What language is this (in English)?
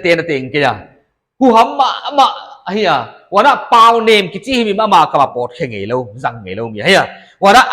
Paite Chin